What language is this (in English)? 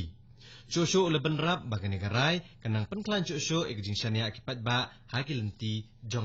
Khasi